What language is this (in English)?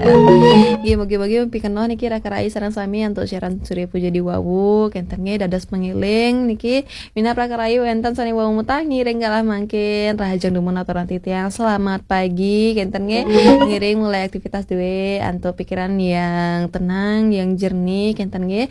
Balinese